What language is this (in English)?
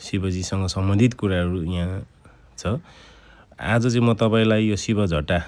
Nepali